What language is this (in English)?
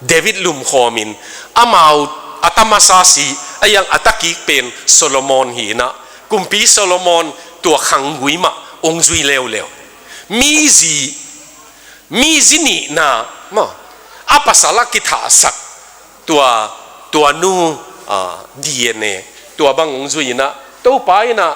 Tedim Chin